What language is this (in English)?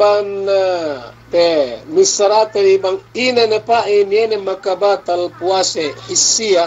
Yakan